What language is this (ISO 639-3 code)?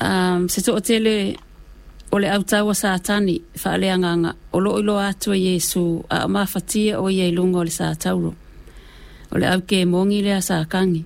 smo